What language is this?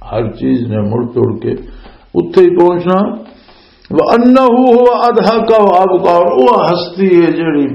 Western Panjabi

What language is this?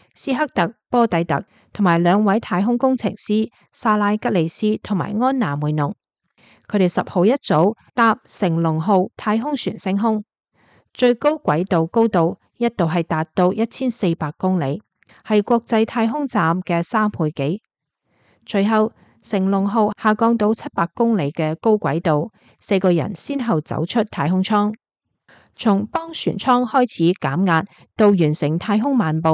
Cantonese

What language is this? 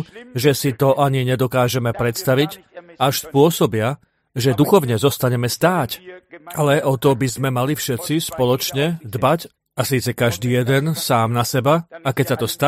Slovak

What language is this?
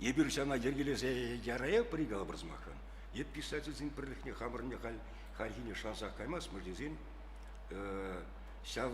Chuvash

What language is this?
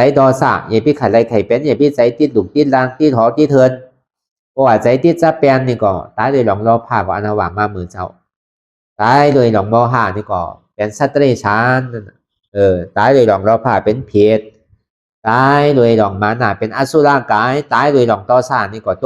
Shan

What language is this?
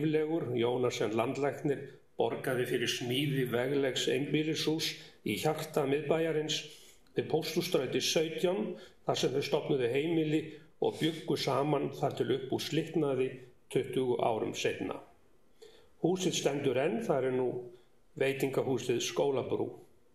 Icelandic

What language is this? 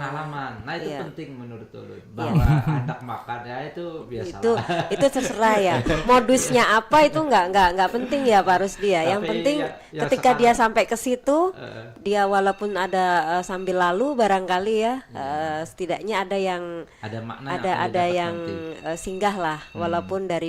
Banjar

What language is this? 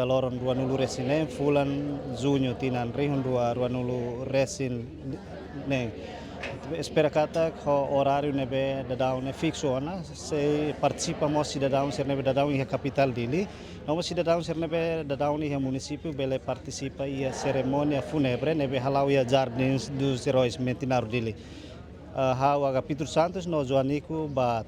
Tetum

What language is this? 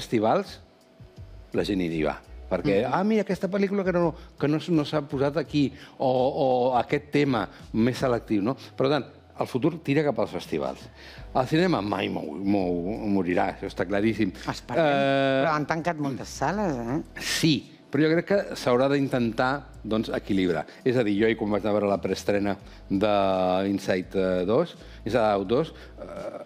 Catalan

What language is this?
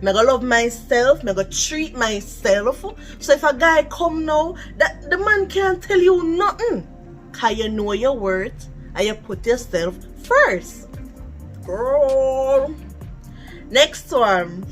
Jamaican Creole English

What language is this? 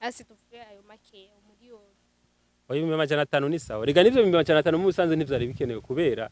Rundi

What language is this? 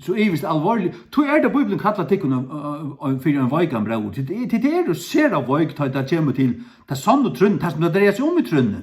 Faroese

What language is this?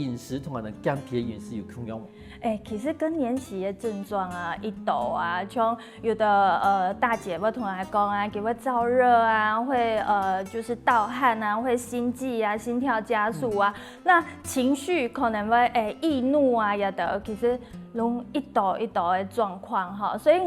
Hakka Chinese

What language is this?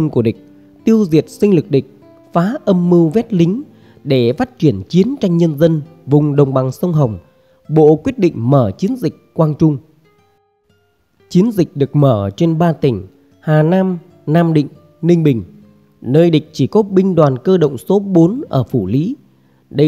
Vietnamese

